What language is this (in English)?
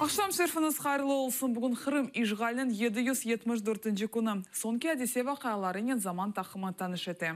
Crimean Tatar